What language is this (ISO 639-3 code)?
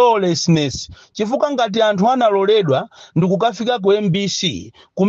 nya